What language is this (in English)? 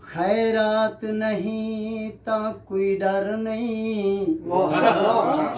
Saraiki